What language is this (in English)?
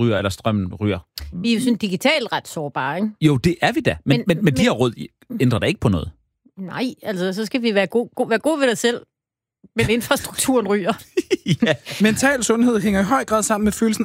Danish